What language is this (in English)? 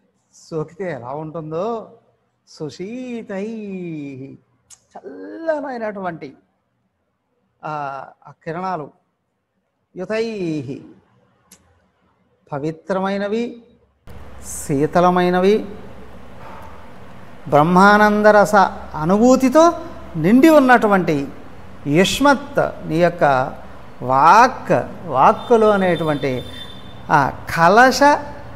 Telugu